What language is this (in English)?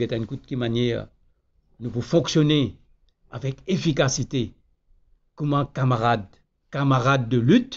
Morisyen